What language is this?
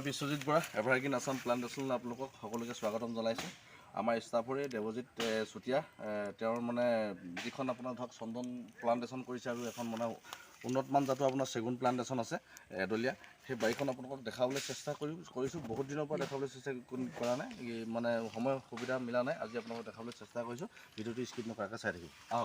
Assamese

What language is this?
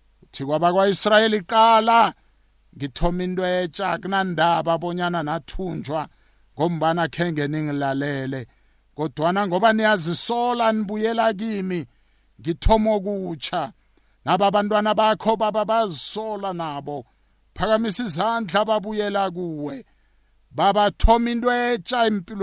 South Ndebele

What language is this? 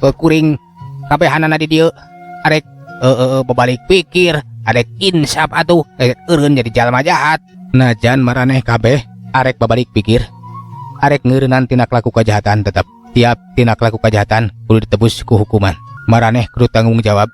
Sundanese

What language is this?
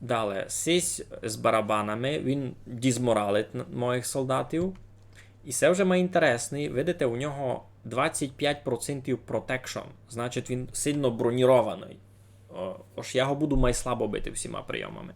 Rusyn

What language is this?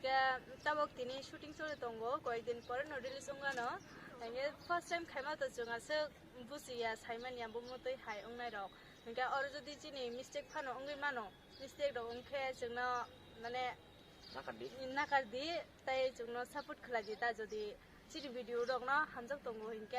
Kok Borok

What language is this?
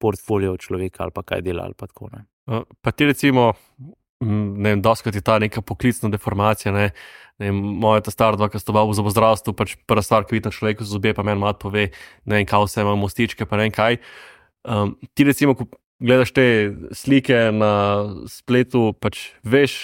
Slovenian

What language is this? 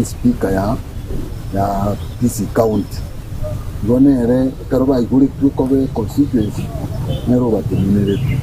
Gusii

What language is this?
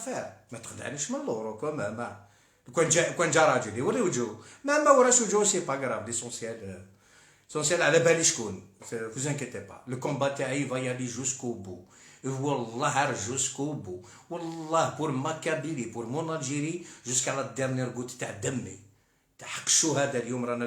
Algerian Arabic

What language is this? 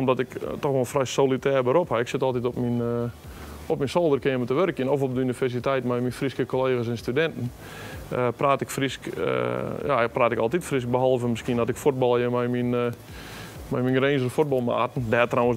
Western Frisian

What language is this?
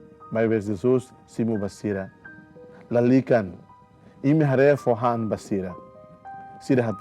Tetum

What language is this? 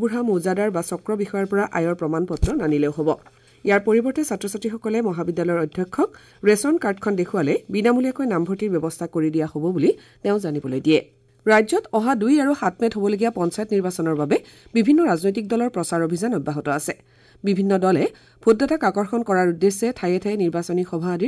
Assamese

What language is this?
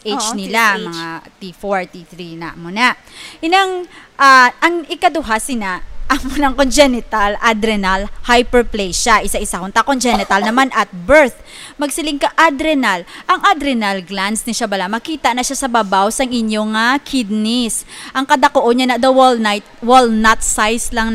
Hiligaynon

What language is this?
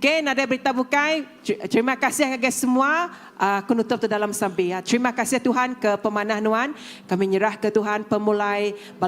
Iban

